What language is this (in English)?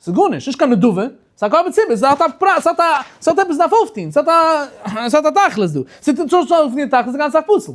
Yiddish